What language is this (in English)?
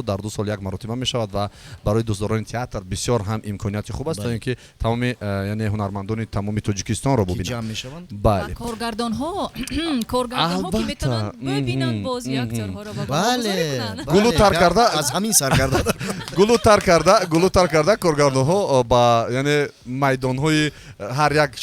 Tajik